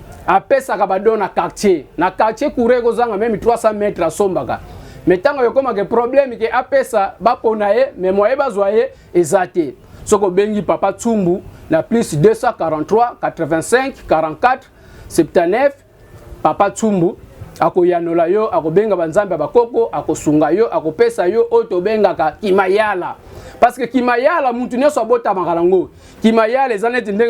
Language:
Lingala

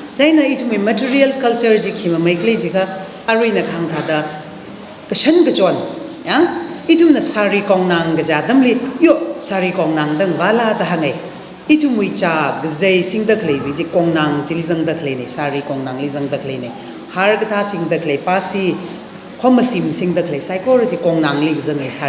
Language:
Tangkhul Naga (India)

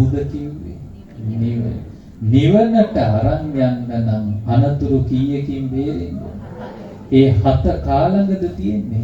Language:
Sinhala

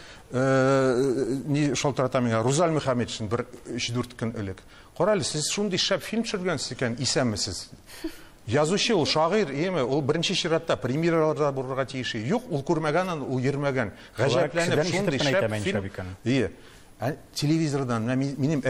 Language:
Tatar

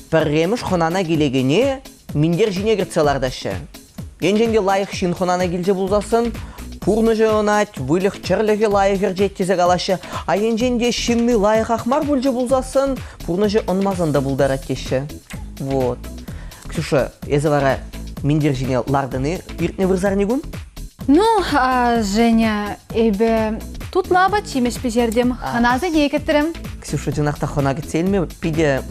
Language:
Chuvash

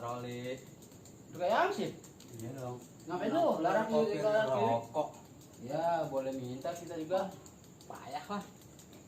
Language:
Betawi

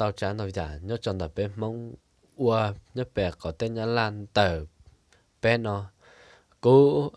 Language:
Hmong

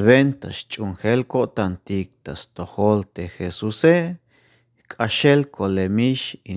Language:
Tzeltal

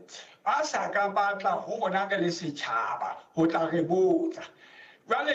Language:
Southern Sotho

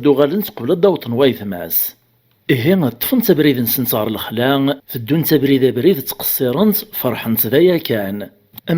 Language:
Kabyle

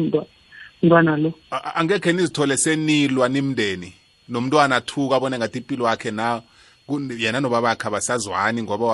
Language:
South Ndebele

